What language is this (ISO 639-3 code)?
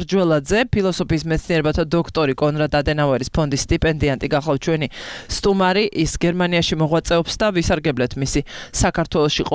kat